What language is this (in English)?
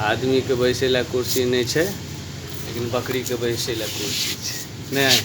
Maithili